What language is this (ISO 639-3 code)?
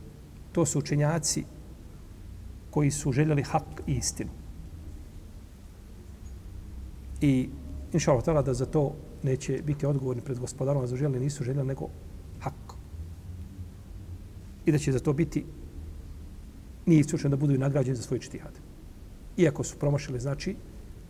bos